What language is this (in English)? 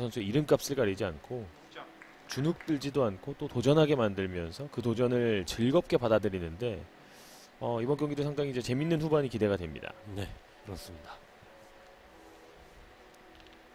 Korean